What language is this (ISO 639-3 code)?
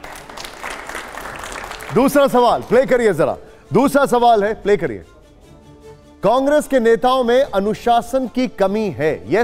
hin